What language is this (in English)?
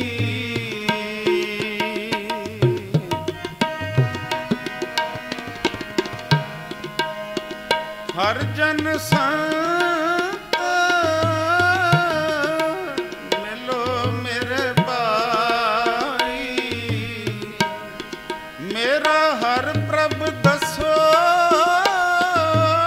Punjabi